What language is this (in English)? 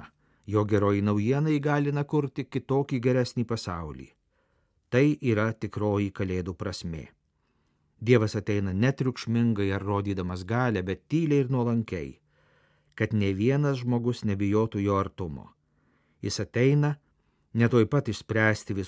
Lithuanian